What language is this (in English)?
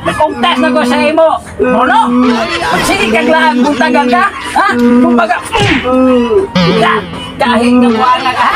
Cebuano